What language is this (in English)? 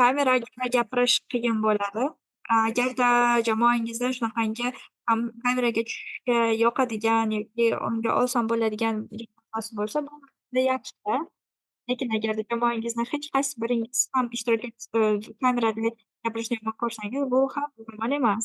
Uzbek